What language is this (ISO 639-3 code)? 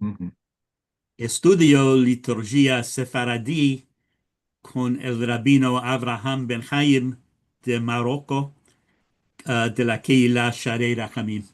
lad